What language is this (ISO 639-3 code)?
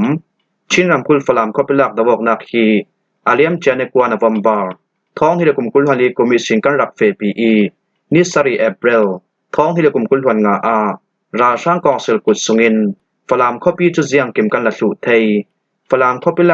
cfm